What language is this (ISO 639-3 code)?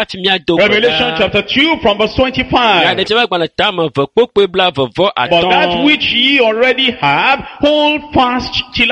ewe